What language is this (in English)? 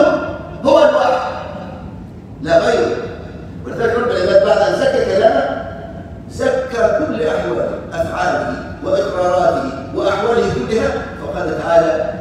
Arabic